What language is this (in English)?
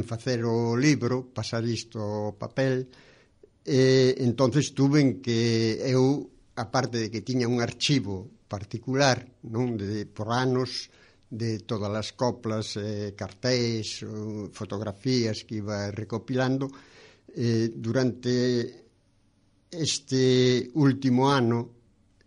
Galician